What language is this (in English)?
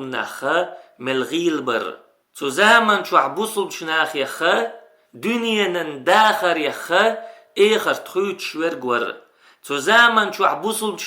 Chechen